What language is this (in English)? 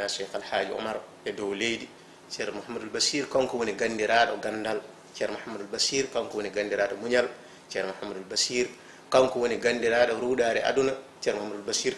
Fula